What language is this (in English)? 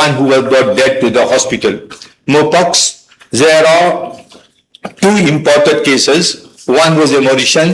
Morisyen